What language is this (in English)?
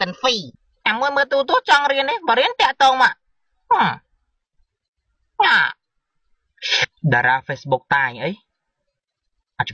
Khmer